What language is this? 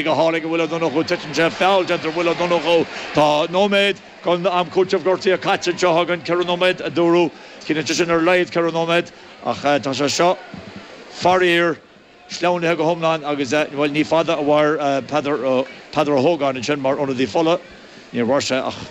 Irish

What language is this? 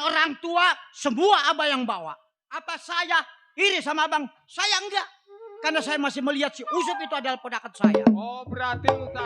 Betawi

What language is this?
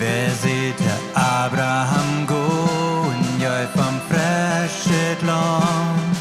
Plautdietsch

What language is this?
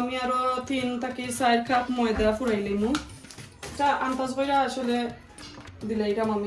Sylheti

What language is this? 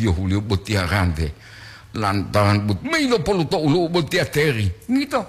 Gorontalo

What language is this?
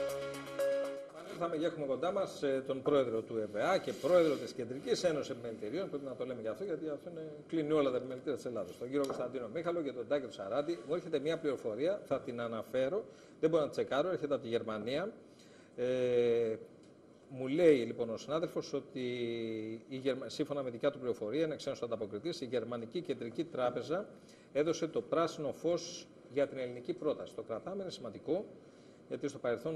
Greek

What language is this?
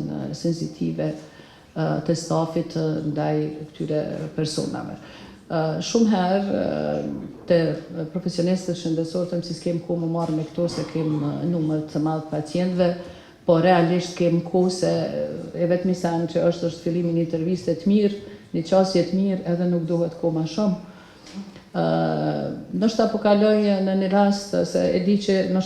Albanian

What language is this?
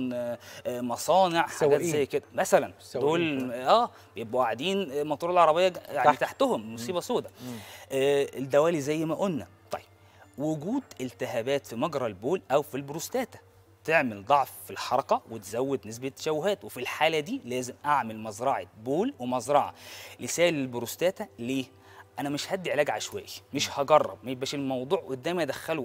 Egyptian Arabic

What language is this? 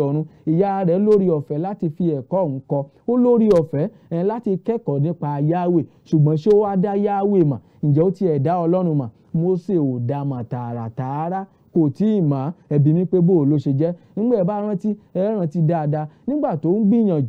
Yoruba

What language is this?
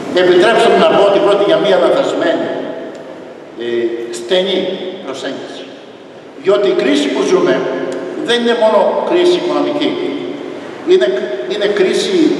Greek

